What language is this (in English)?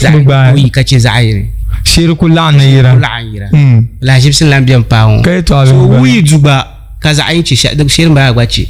Dagbani